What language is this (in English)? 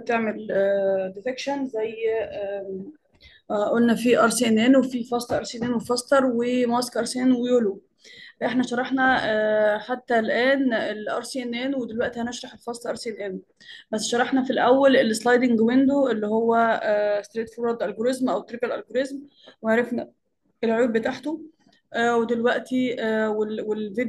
Egyptian Arabic